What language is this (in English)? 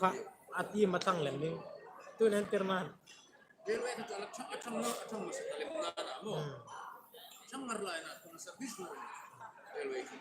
Hmar